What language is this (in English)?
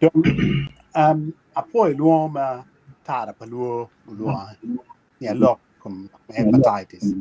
Acoli